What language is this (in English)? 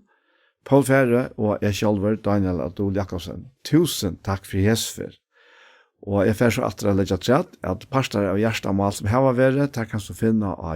Faroese